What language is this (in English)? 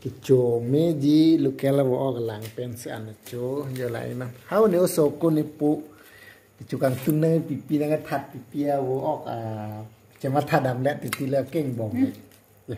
Karbi